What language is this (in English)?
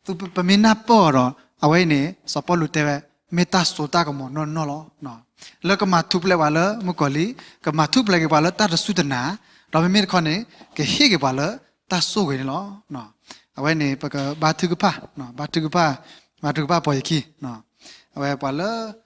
S'gaw Karen